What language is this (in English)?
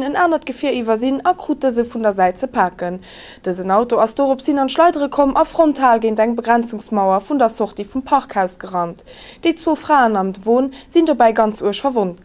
Luxembourgish